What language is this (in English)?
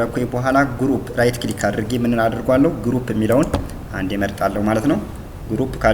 Amharic